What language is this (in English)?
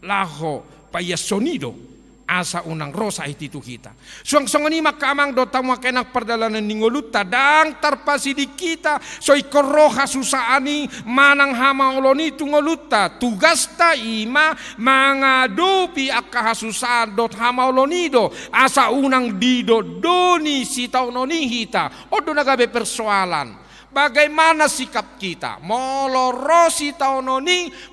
Batak Toba